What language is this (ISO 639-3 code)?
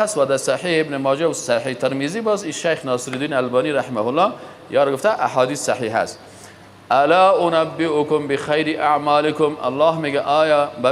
fas